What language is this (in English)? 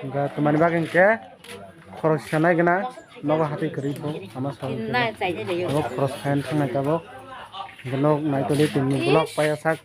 Kok Borok